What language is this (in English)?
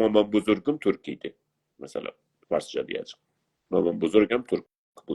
South Azerbaijani